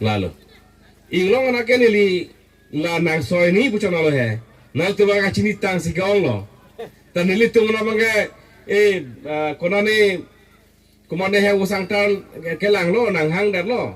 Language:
Karbi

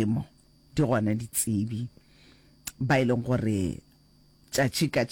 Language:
Northern Sotho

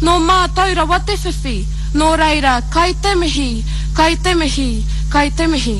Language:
Māori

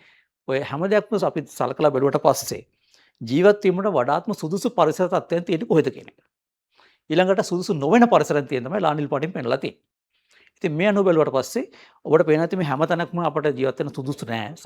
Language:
Sinhala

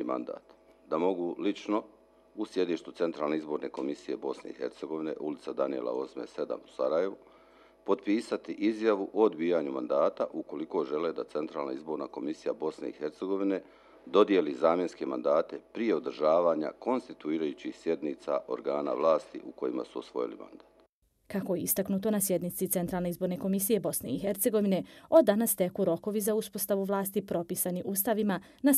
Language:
Bosnian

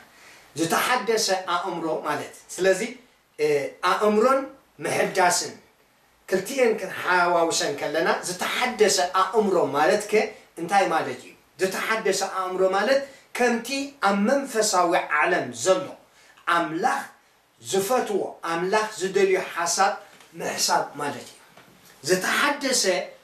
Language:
Tigrinya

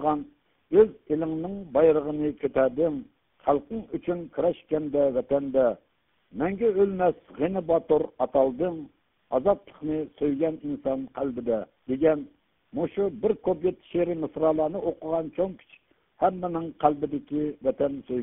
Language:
Uyghur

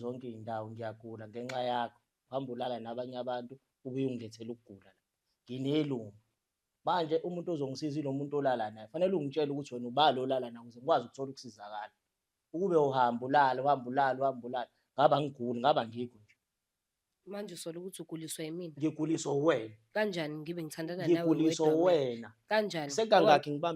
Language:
Zulu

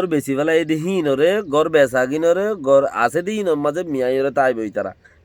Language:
Rohingya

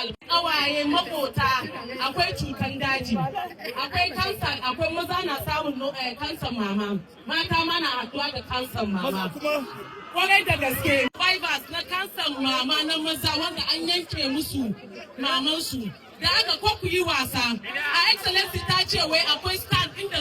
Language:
Hausa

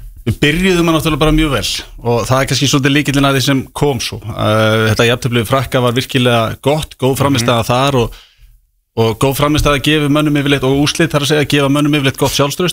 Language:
Icelandic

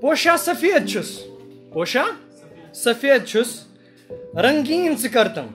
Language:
Kashmiri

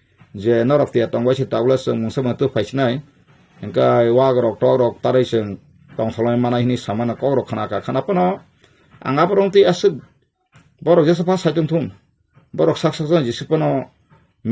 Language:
Kok Borok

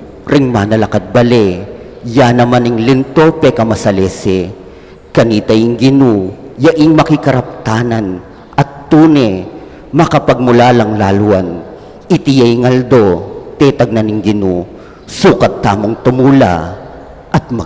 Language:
Pampanga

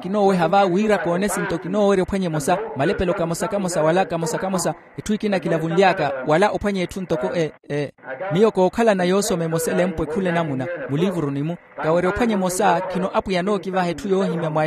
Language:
Makhuwa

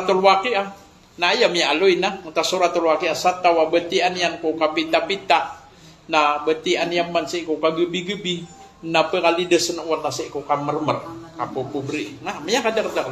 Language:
Maranao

